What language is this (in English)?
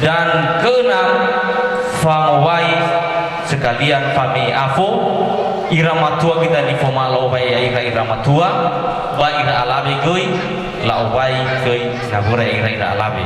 Nias